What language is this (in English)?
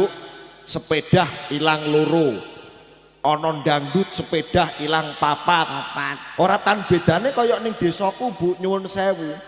Javanese